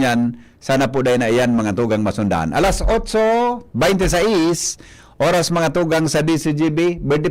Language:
Bikol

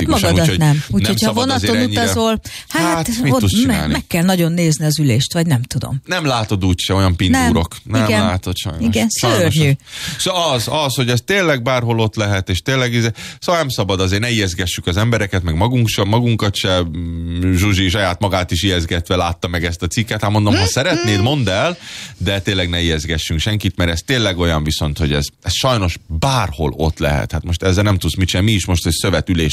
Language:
Hungarian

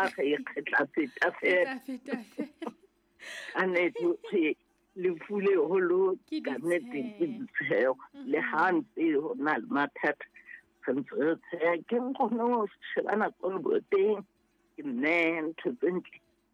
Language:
Southern Sotho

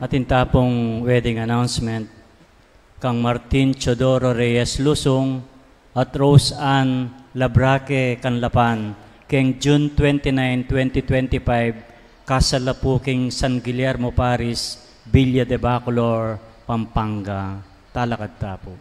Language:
Pampanga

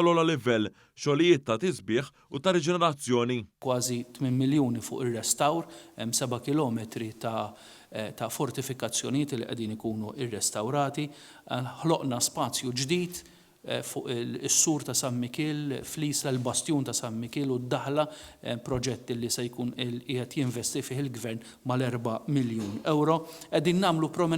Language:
Maltese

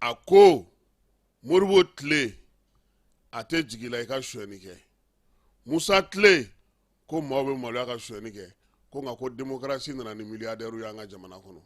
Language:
Bambara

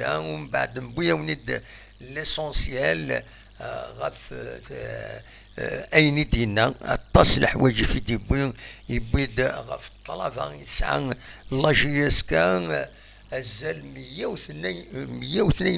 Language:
Kabyle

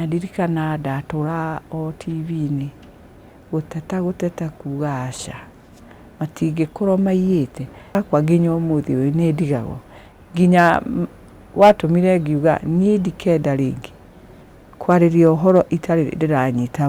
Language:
Kikuyu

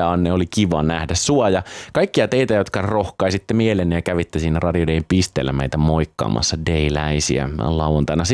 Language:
Finnish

